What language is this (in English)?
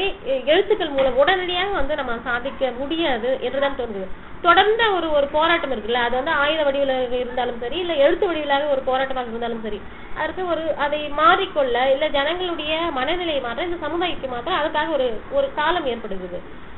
Tamil